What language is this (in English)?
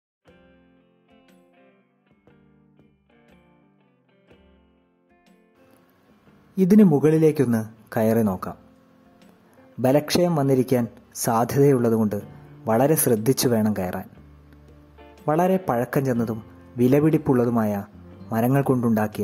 Malayalam